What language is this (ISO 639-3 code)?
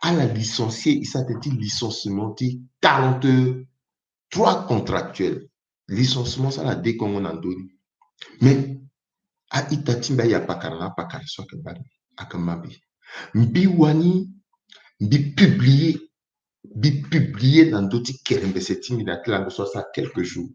sag